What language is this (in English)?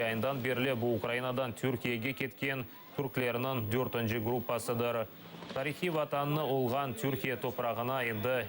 Crimean Tatar